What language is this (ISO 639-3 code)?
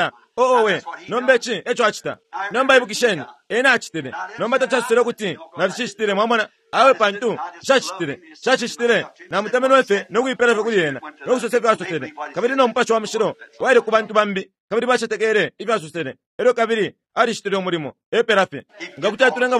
bem